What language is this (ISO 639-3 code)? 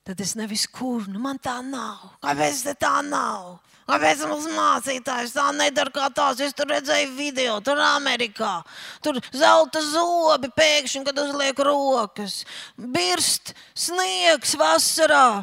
lav